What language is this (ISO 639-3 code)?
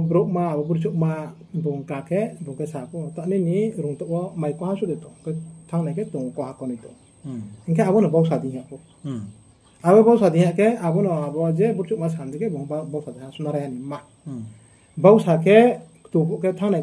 ria